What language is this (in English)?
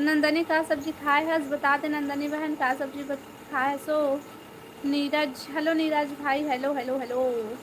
Chhattisgarhi